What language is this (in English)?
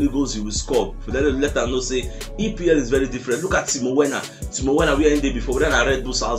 Nigerian Pidgin